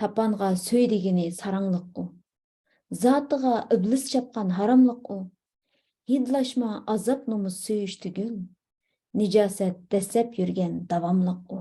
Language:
Uyghur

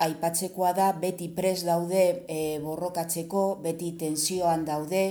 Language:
Basque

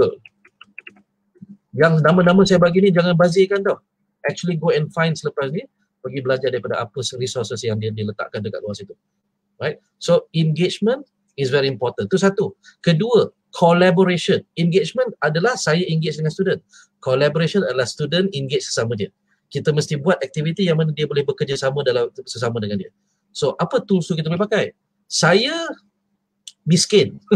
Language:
Malay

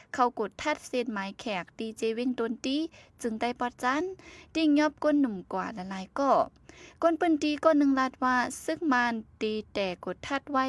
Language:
Shan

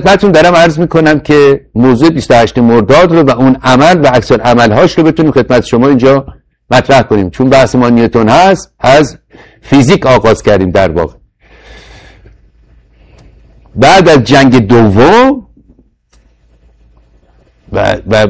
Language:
Persian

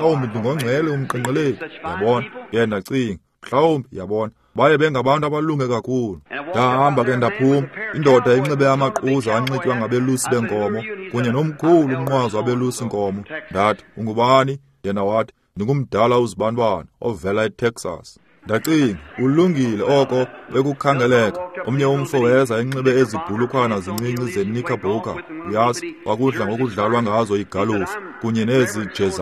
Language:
Xhosa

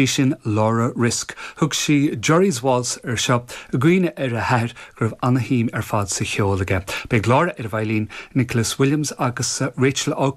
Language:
Irish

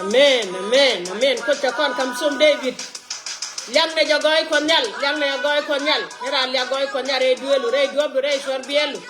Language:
Nuer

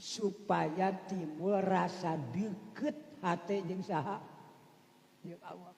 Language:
Sundanese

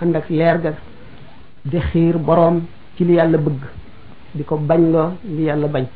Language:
Wolof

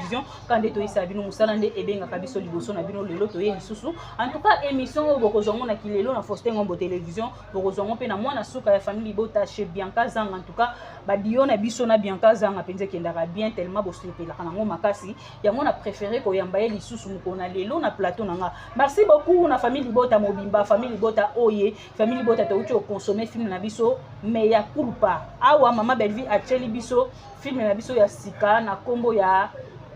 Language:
Lingala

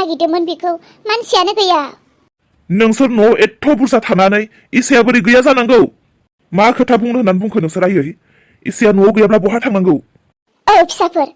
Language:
Bodo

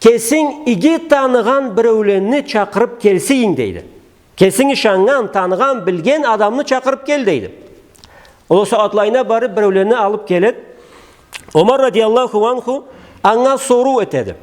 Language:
Karachay-Balkar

